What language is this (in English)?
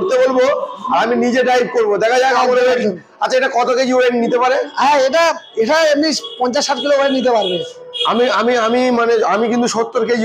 Bangla